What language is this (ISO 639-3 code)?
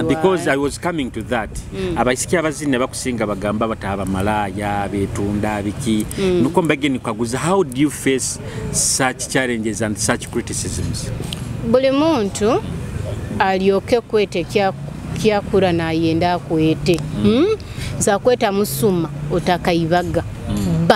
nyo